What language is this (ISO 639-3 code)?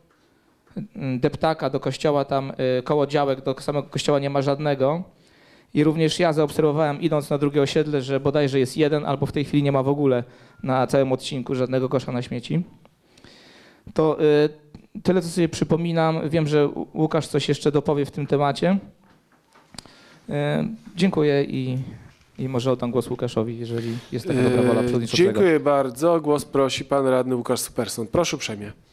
pol